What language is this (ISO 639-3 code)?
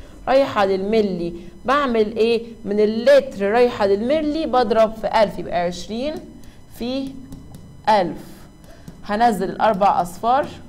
arz